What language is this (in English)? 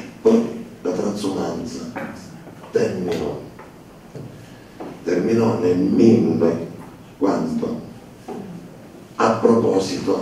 Italian